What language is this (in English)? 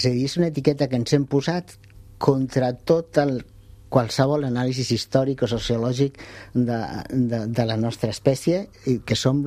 Catalan